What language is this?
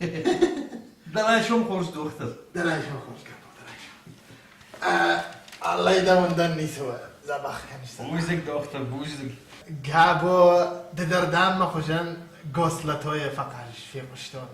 Ossetic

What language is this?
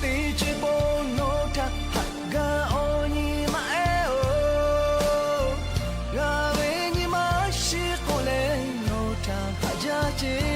Lahu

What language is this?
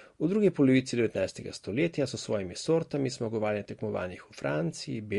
Slovenian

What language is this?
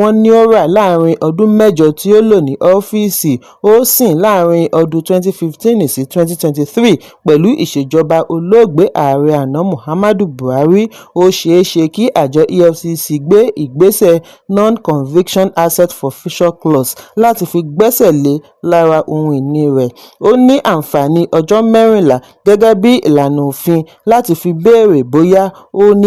Yoruba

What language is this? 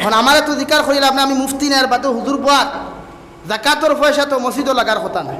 Sylheti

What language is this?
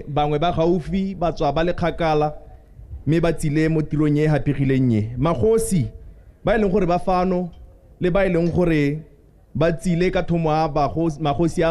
Tswana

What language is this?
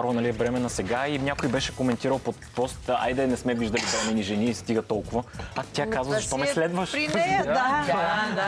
Bulgarian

